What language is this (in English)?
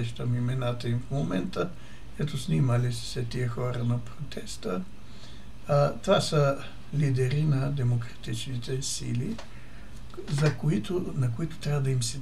Bulgarian